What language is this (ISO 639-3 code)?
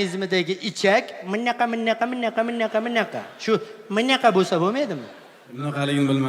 uzb